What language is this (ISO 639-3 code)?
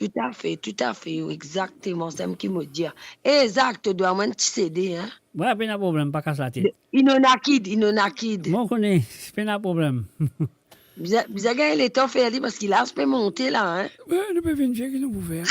mfe